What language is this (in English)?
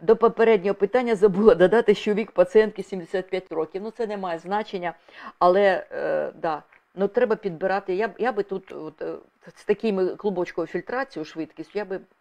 Ukrainian